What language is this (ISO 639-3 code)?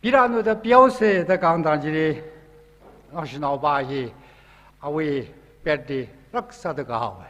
nmf